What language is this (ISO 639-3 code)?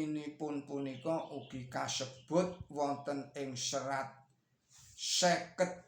jav